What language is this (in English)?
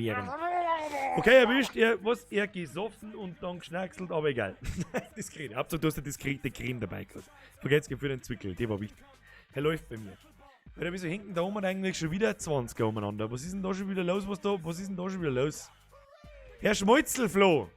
Bavarian